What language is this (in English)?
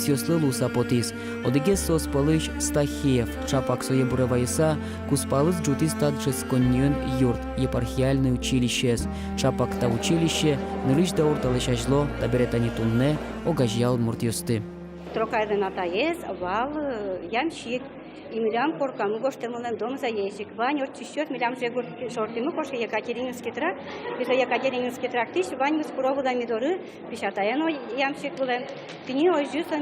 Udmurt